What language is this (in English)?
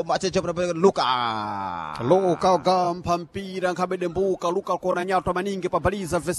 Sena